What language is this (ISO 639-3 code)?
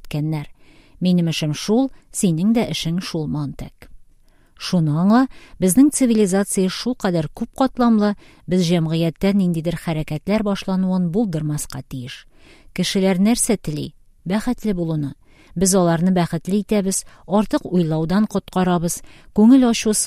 tat